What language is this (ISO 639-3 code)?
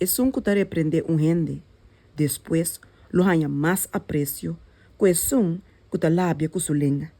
pap